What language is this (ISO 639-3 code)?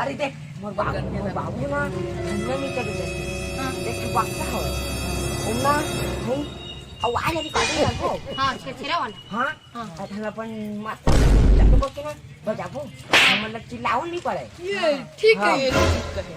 hne